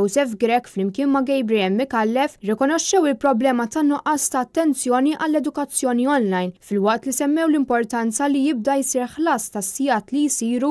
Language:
Maltese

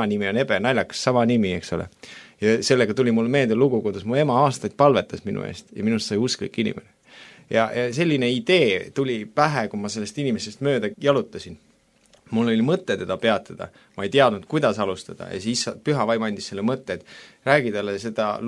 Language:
Estonian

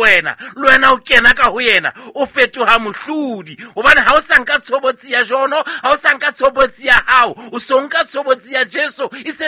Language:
Southern Sotho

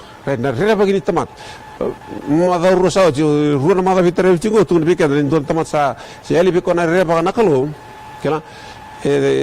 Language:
Fijian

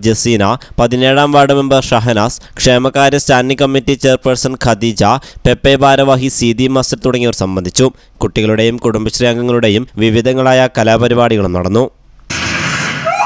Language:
Malayalam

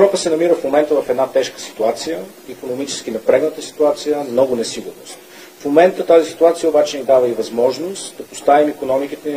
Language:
Bulgarian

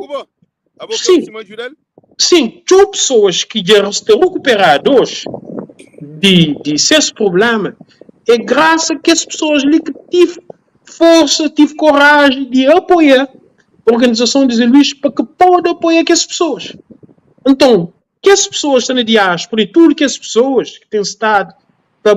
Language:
Kabuverdianu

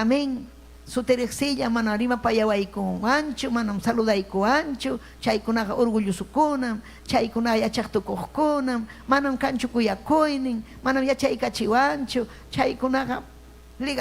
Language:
Ayacucho Quechua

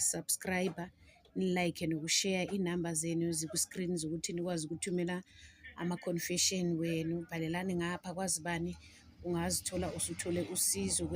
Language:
Zulu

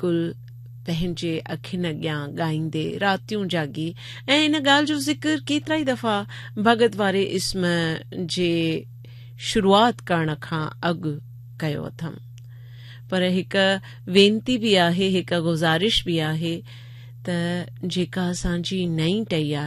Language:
Sindhi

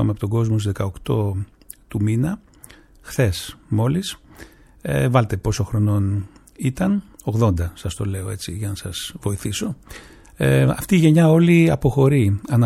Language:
Greek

